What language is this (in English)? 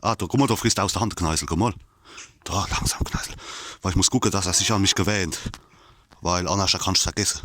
Palatine German